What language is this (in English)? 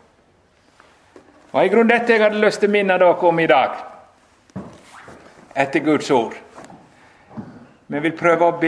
Norwegian